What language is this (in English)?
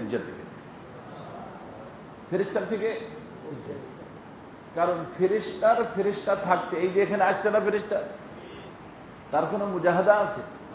Bangla